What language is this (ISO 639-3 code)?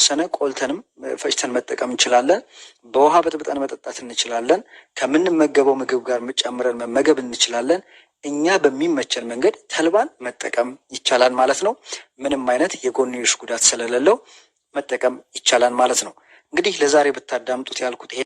amh